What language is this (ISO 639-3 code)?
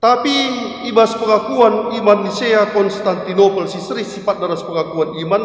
btx